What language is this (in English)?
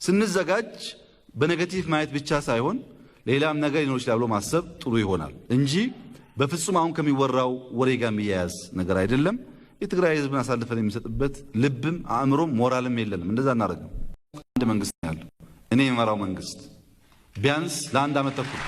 Amharic